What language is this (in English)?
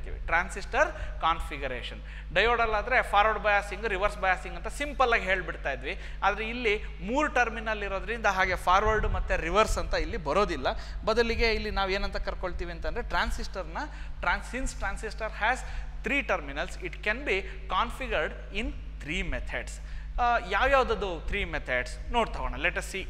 Kannada